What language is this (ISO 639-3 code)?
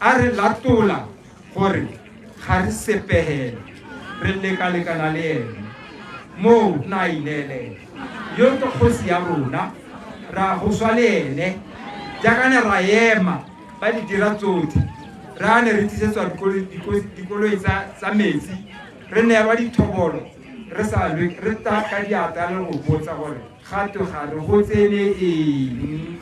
tsn